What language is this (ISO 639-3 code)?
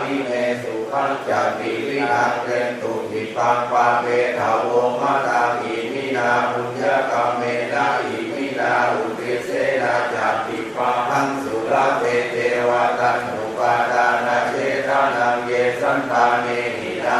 pli